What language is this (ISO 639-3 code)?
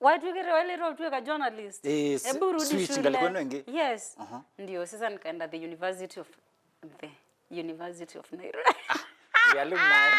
kam